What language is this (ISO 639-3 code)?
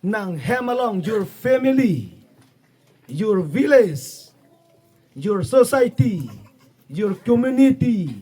mjw